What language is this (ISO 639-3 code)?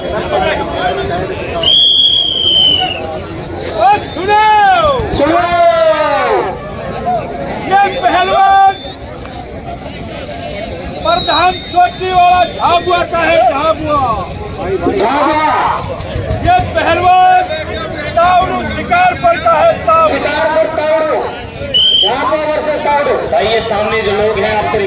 hin